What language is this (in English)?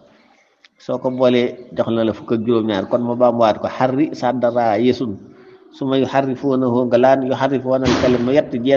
Wolof